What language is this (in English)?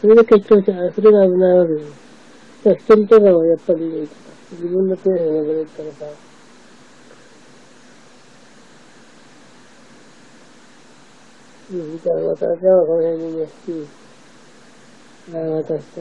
Japanese